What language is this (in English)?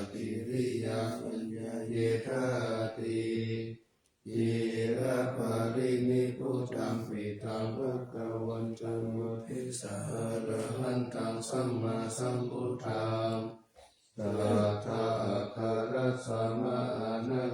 Pali